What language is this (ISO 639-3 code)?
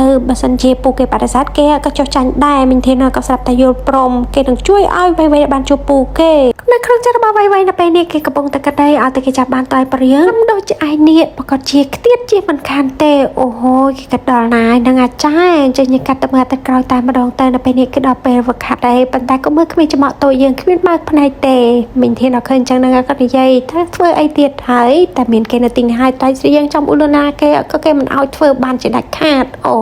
khm